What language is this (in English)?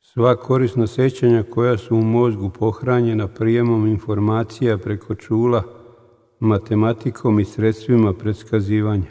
Serbian